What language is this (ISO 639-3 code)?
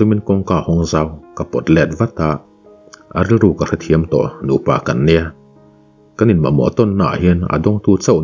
lus